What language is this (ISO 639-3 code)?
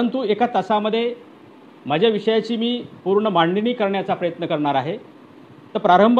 mar